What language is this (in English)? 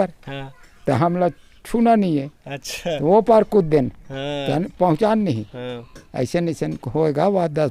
Chhattisgarhi